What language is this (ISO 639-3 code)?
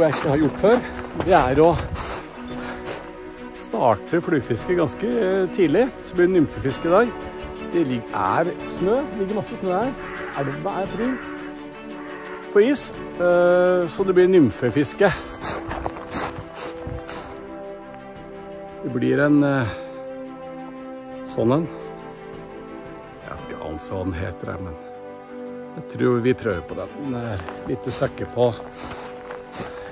nor